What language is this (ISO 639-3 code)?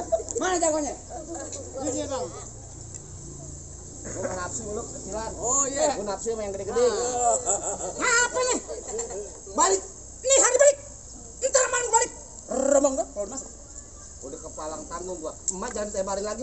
bew